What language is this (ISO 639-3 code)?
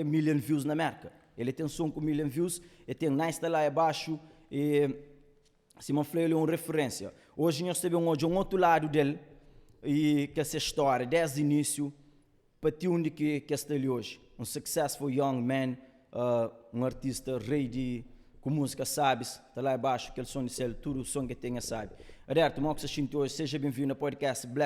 kea